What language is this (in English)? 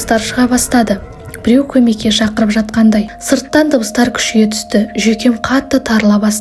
Kazakh